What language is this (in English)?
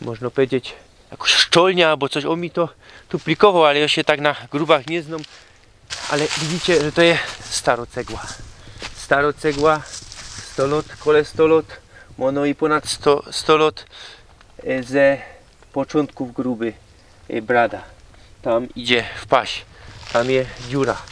Silesian